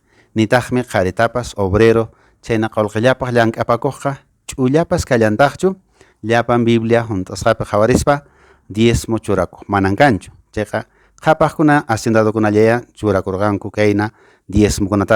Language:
Quechua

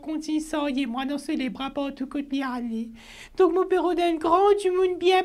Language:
Morisyen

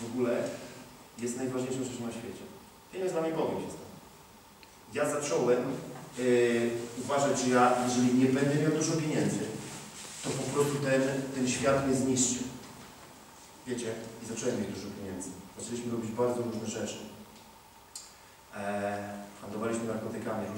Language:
Polish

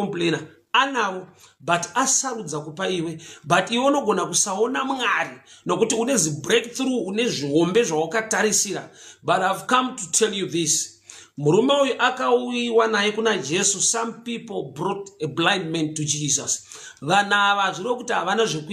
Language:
Shona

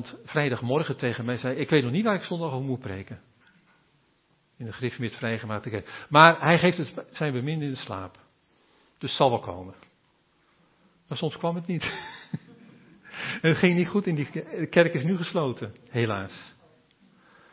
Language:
Dutch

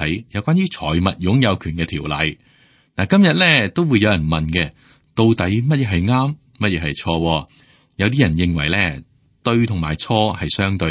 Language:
Cantonese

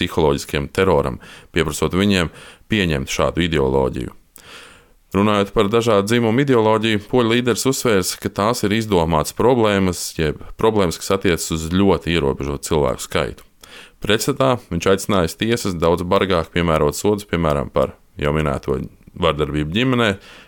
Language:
Latvian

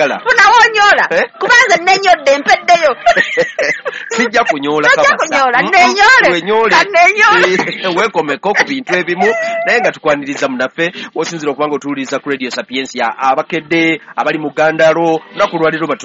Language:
Ganda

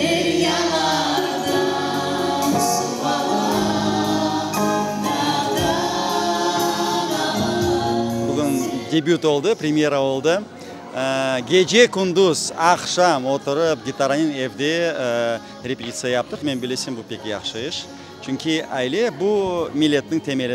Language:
Crimean Tatar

